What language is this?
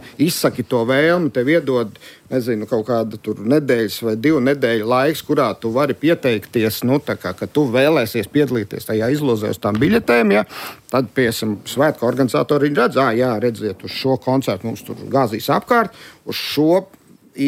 Latvian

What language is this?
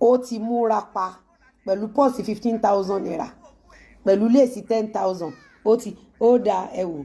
Yoruba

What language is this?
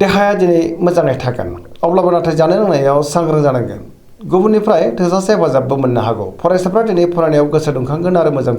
Bodo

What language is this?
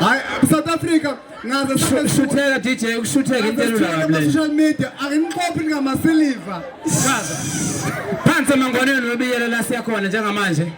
Zulu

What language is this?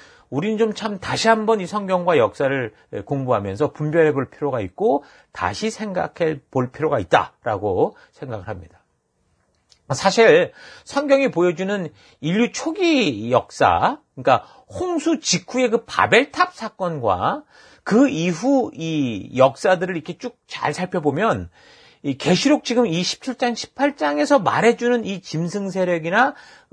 Korean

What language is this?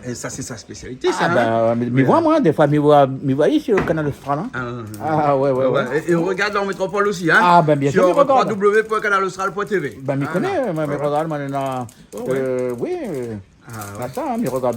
Réunion Creole French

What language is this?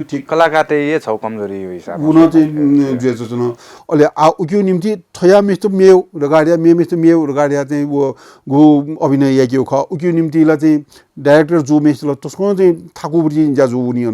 Newari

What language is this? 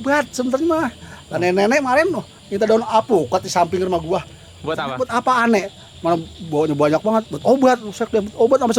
Betawi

